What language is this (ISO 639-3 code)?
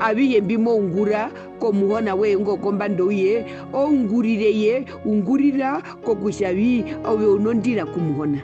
her